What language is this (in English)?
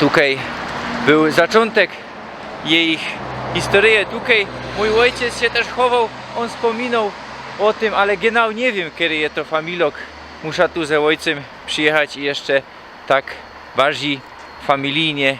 Silesian